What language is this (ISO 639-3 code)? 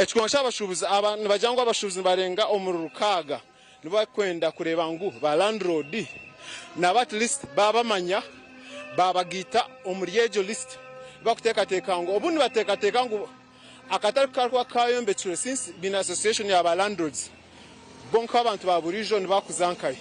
nyn